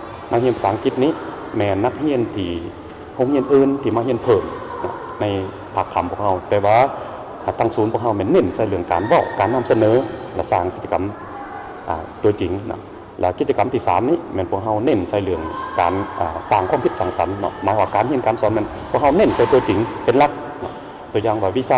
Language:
Lao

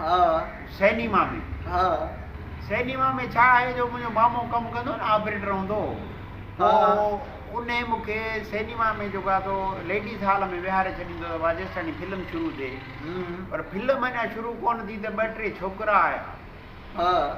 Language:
Sindhi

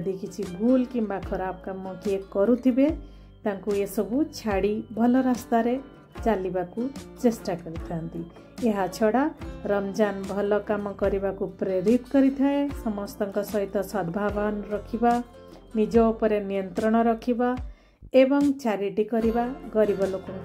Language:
Odia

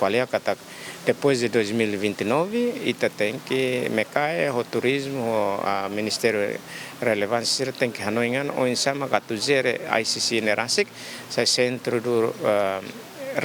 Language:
Tetum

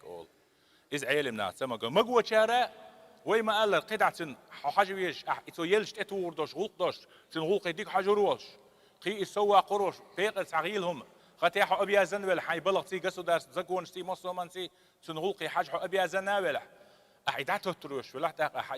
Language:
Chechen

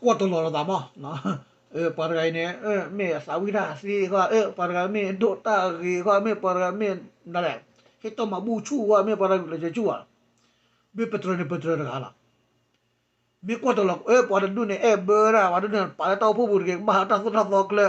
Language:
S'gaw Karen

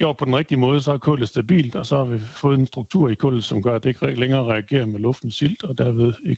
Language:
Danish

